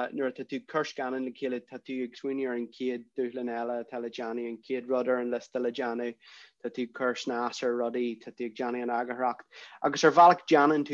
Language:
Irish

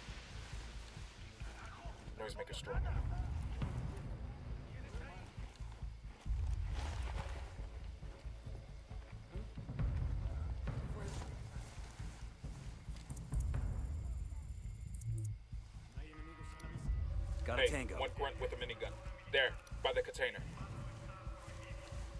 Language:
English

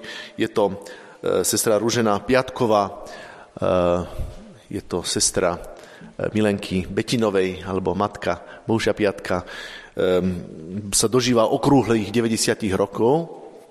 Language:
Slovak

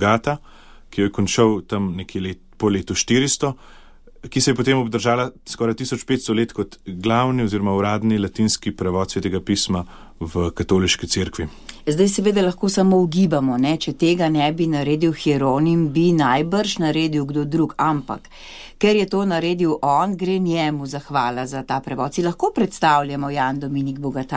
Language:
Slovenian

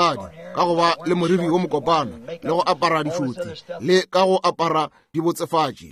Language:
Northern Sotho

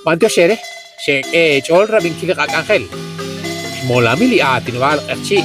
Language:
Kekchí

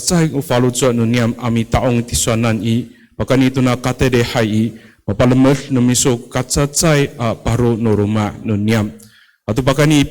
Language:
Amis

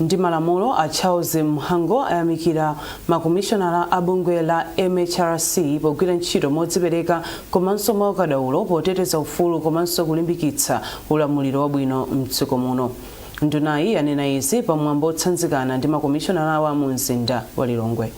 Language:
Nyanja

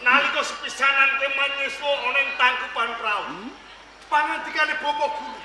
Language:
Javanese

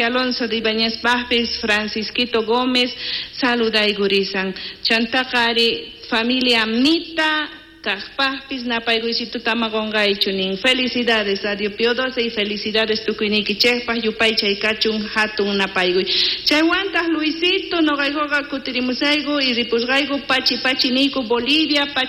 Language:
South Bolivian Quechua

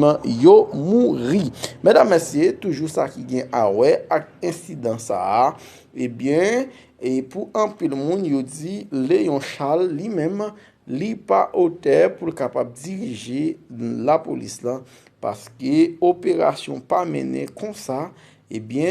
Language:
Haitian Creole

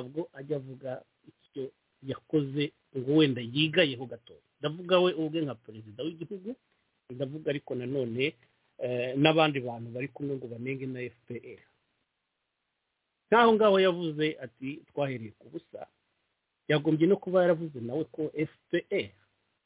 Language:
Kinyarwanda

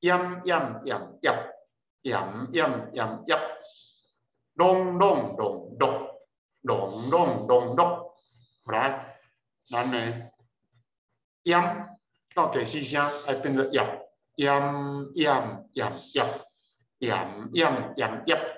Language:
Min Nan Chinese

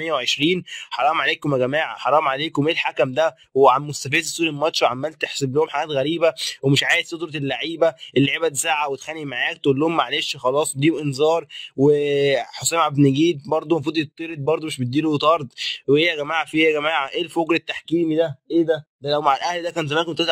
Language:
Egyptian Arabic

